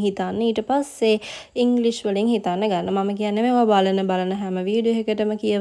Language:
Sinhala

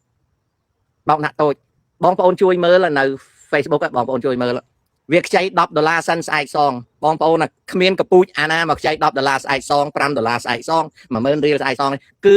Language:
Khmer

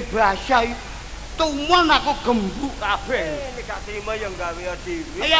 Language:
Javanese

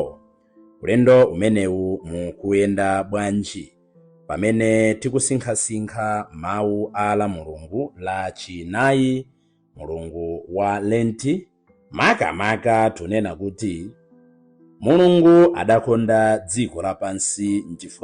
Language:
Nyanja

